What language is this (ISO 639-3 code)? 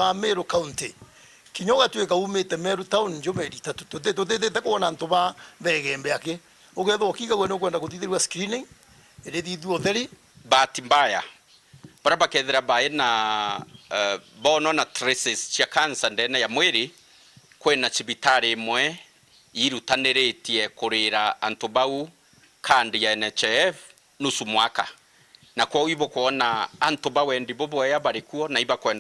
mer